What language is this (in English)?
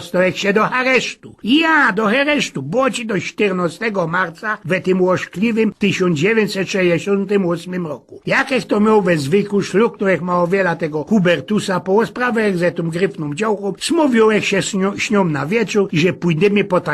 Silesian